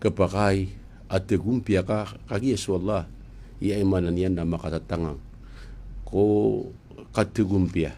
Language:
Maranao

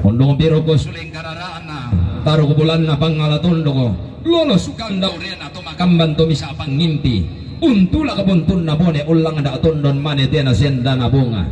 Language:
Toraja-Sa'dan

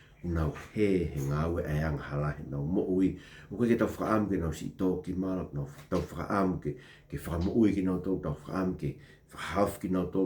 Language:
Tongan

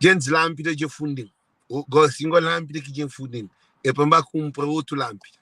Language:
Kabuverdianu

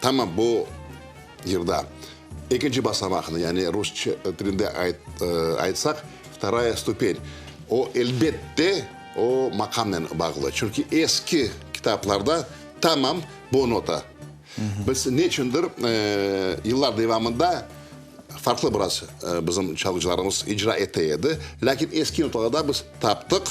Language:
Crimean Tatar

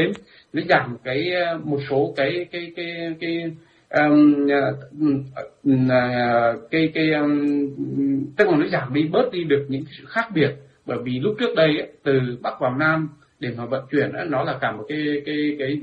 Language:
Vietnamese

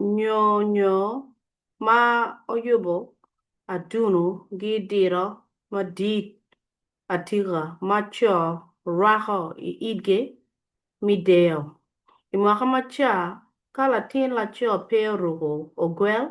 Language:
Acoli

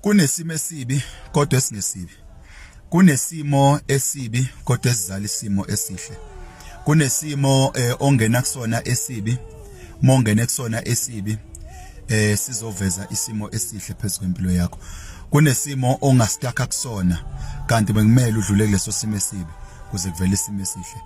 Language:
Zulu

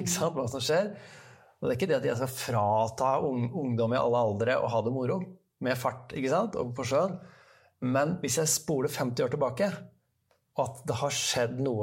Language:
Norwegian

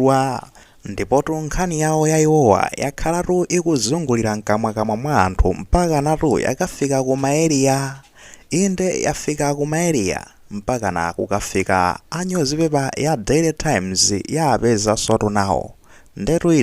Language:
Nyanja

